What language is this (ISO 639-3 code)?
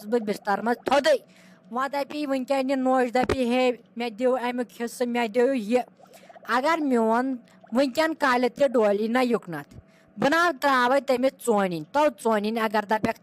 kas